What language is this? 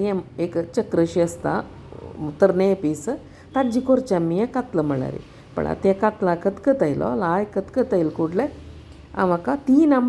Konkani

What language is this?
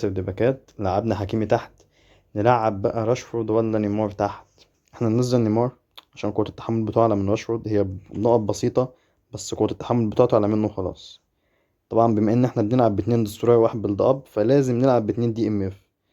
Egyptian Arabic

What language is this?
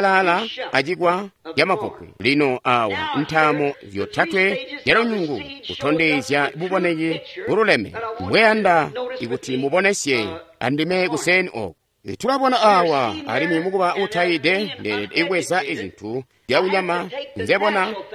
Tonga (Zambia)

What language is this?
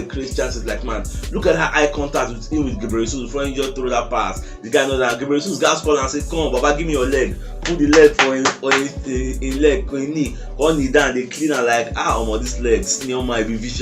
Nigerian Pidgin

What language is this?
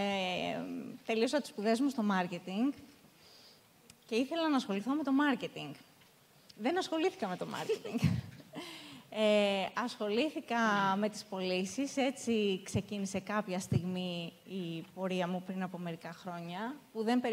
Greek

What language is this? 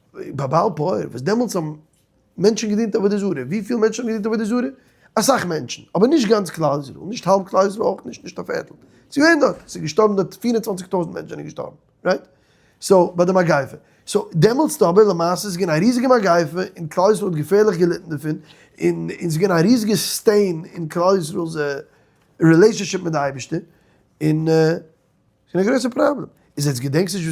Yiddish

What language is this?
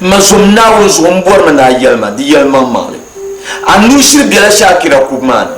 Dagbani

